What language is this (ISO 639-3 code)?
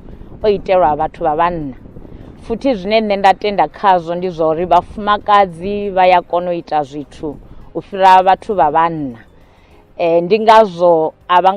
ven